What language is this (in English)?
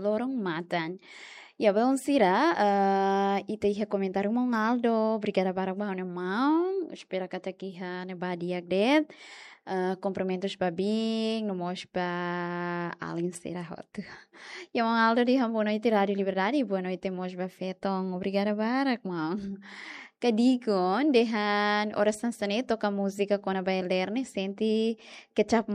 Tetum